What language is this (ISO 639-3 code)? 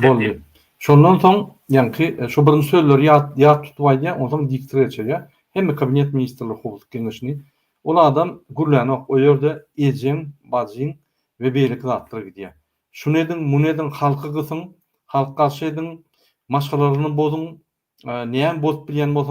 tuk